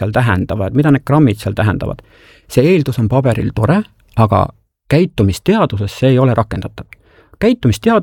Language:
Estonian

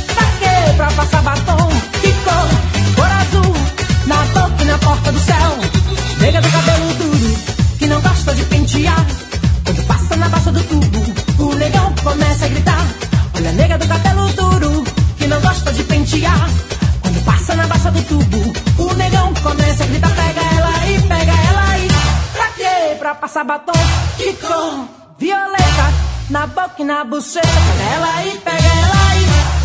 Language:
Portuguese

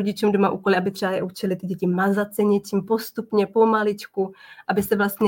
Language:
Czech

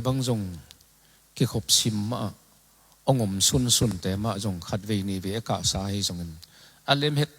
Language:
Tedim Chin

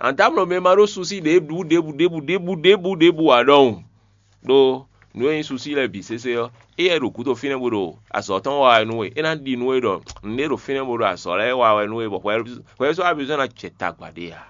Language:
Fon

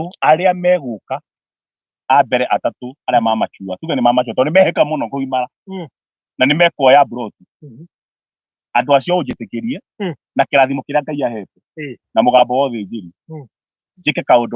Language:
Kikuyu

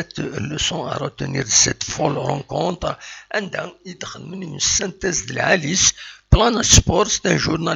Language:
Kabyle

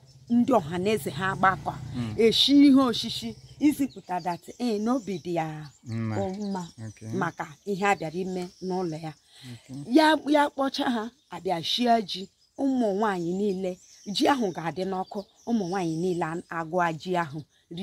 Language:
Igbo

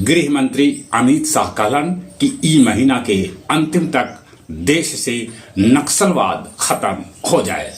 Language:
Magahi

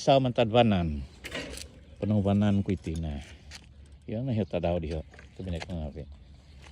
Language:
Central Dusun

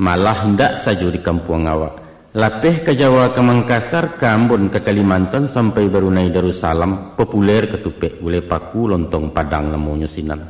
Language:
Minangkabau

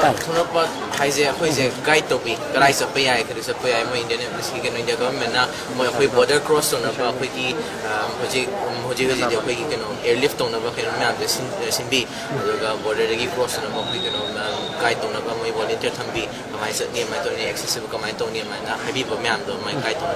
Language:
Manipuri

